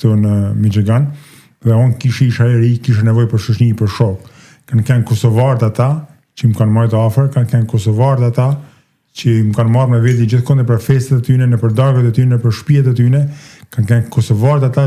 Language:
Albanian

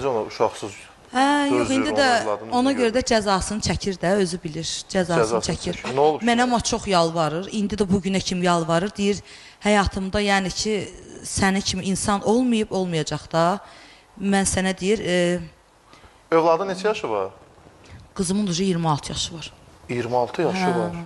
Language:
Azerbaijani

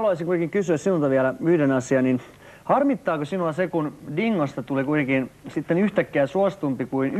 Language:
Finnish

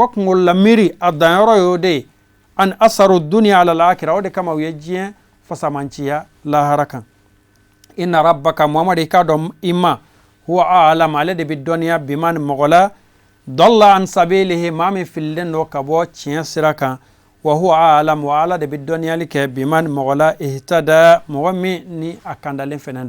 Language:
Bambara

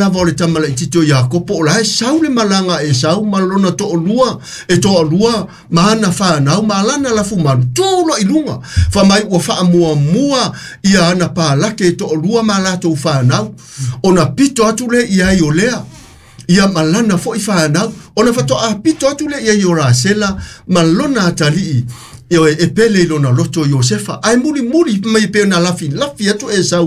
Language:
Samoan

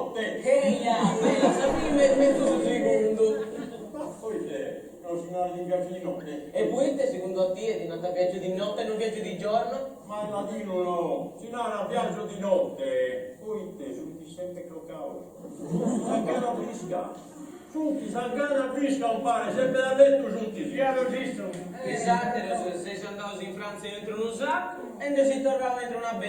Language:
Sardinian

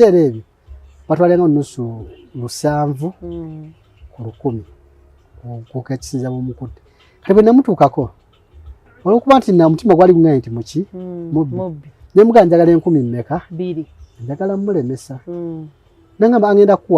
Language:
Ganda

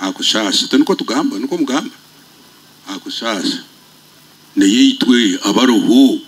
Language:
Nyoro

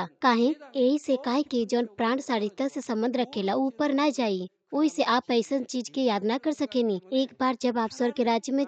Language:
Bhojpuri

